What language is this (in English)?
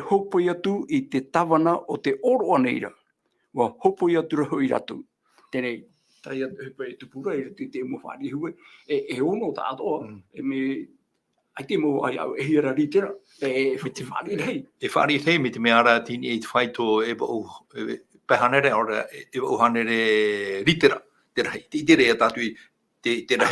Tahitian